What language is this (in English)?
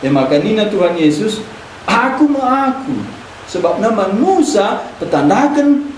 Batak Karo